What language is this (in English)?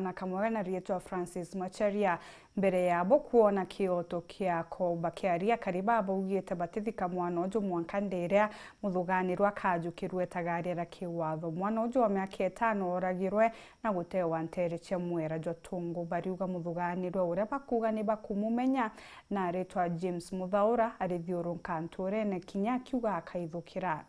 Meru